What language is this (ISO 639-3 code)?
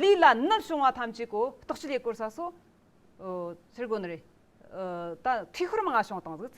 adx